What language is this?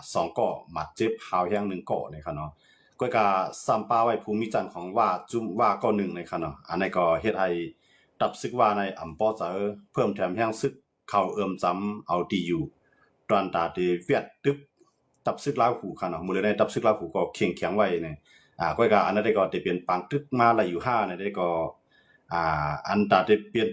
Shan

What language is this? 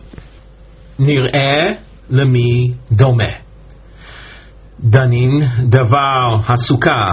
Hebrew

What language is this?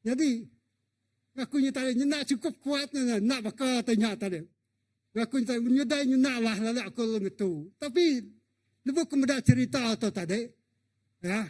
Iban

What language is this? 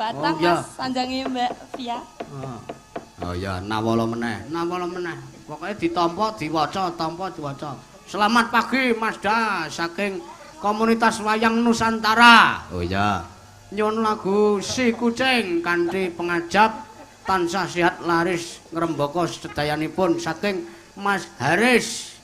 Javanese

